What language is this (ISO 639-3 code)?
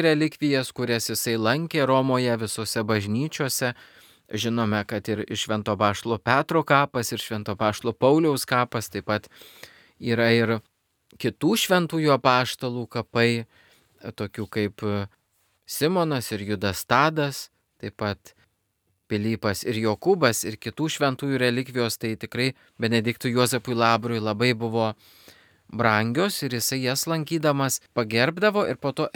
lit